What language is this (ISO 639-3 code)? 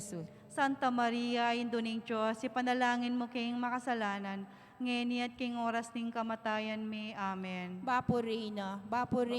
pam